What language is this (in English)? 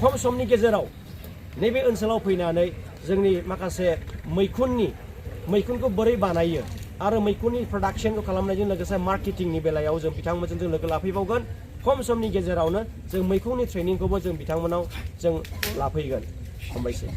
Bodo